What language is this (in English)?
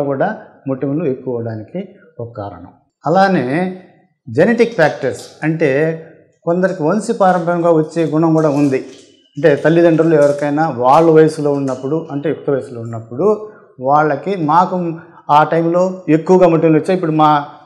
Telugu